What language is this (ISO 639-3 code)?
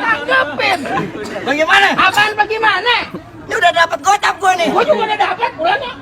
bew